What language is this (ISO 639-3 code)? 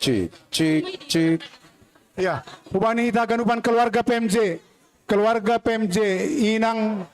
bts